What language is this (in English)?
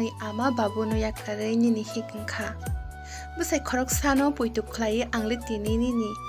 Kok Borok